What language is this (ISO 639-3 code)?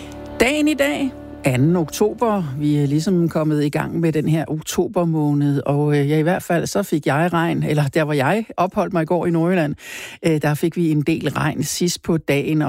dan